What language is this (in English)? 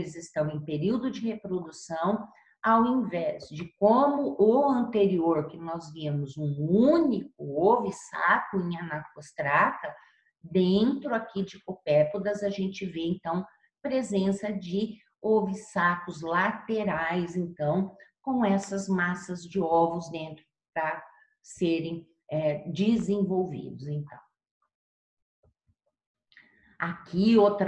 Portuguese